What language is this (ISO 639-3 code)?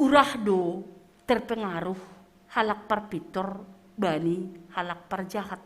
bts